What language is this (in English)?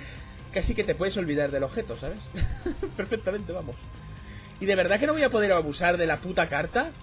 Spanish